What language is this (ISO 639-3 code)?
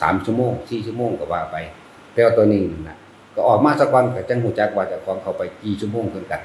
lao